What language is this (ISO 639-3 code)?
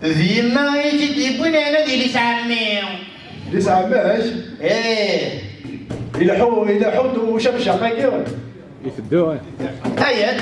kab